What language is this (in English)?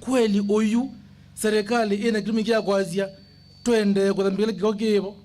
Kamba